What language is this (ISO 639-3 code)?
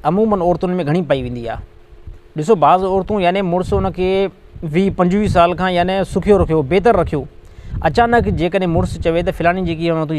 snd